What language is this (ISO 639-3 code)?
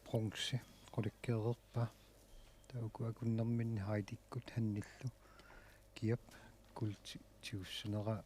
kal